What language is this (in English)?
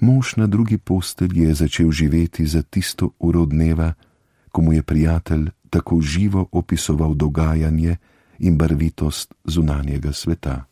Slovenian